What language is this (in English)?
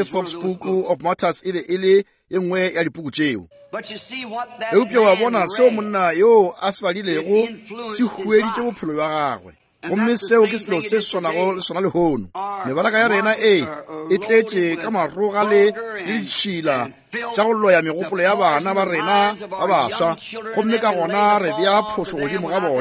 Northern Sotho